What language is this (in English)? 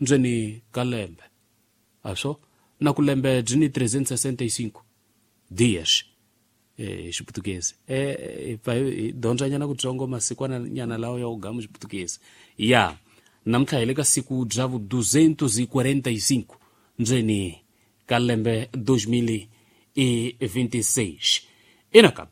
Tsonga